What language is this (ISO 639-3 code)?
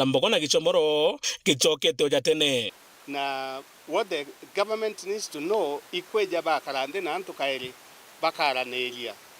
mer